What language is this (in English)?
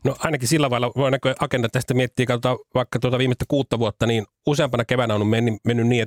Finnish